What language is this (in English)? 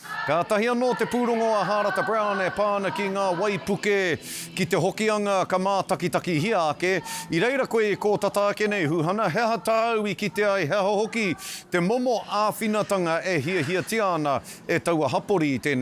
Māori